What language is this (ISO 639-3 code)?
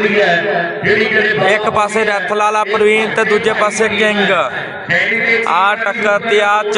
pan